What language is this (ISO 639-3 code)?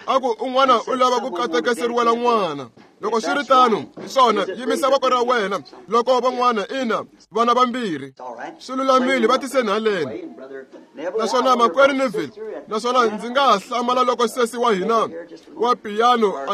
tso